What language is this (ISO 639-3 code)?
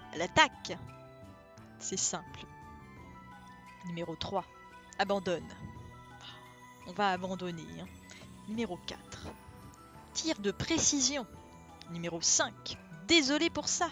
fra